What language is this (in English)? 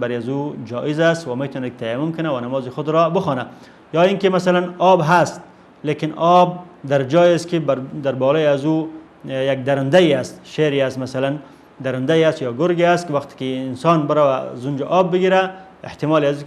Persian